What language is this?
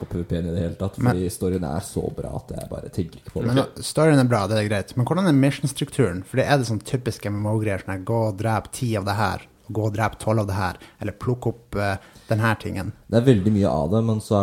Norwegian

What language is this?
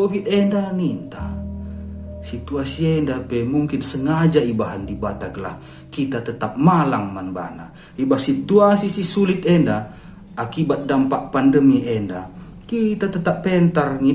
Batak Karo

